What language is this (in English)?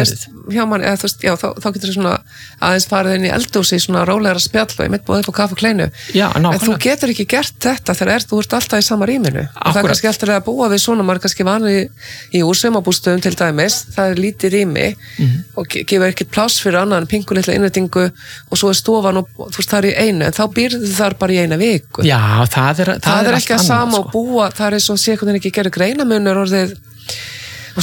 Icelandic